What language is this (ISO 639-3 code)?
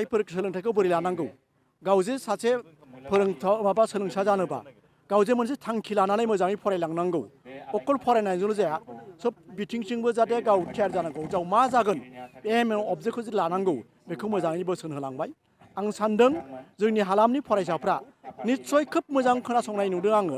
brx